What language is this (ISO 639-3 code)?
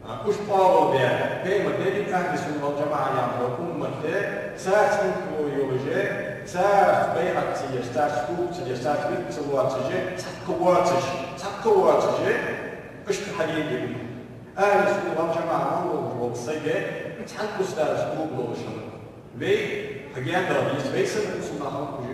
inh